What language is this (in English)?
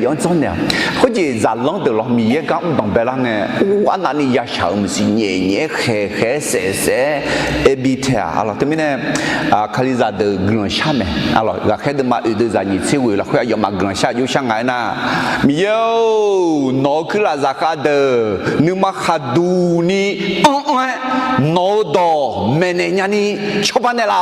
Akha